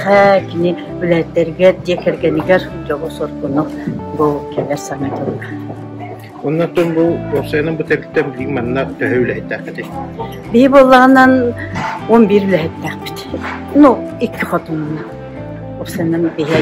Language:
Yakut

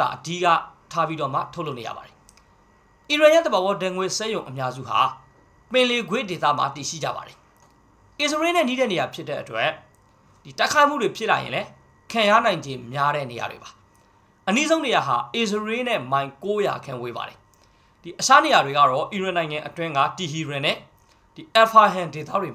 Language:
Burmese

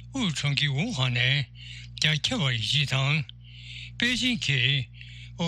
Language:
Tibetan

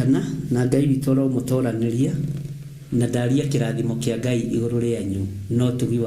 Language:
Kikuyu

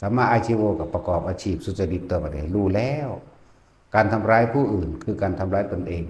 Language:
Northeastern Thai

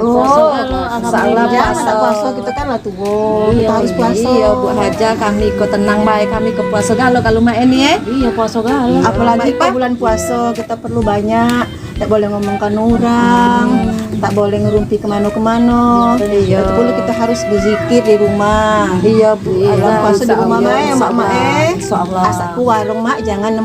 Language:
Musi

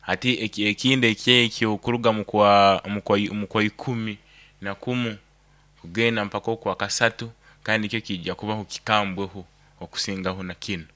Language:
Nyoro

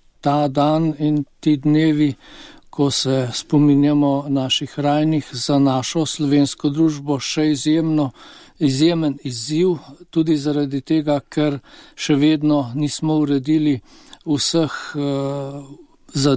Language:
Slovenian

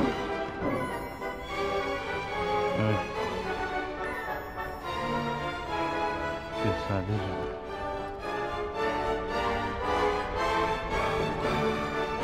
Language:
Turkish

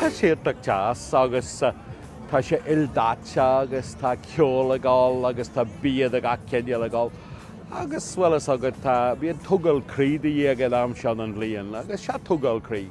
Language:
Irish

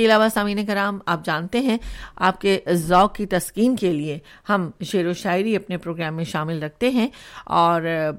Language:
Urdu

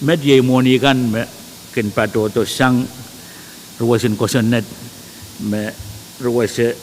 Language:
Pohnpeian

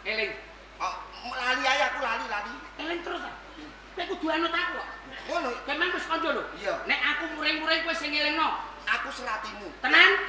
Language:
Javanese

